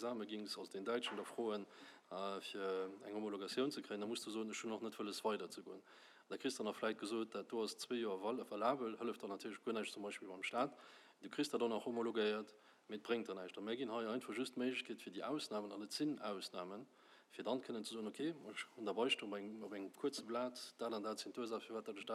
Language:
Luxembourgish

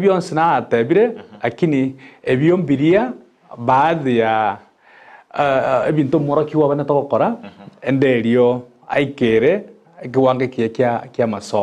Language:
Gusii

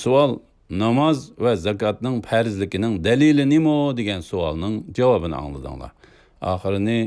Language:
Uyghur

